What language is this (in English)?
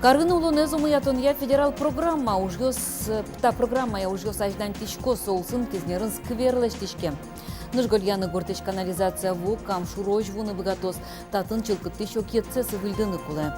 Udmurt